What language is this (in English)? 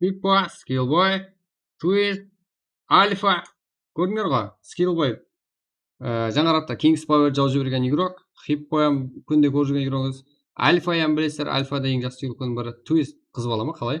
Kara-Kalpak